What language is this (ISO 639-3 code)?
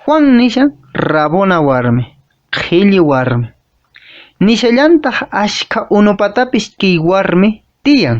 que